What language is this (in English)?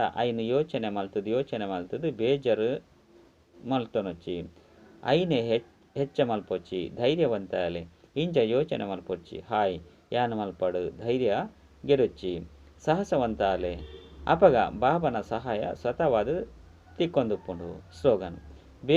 Tulu